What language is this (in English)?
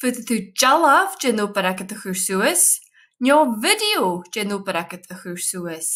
Scottish Gaelic